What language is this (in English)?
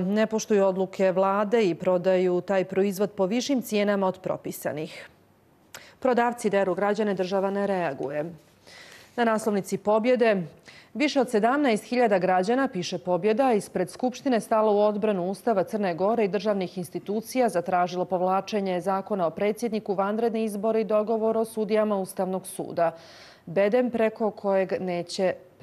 Serbian